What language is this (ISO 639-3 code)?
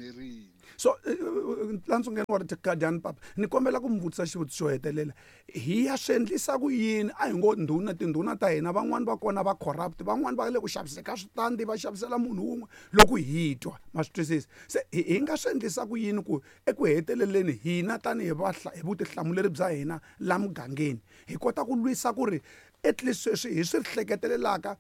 tso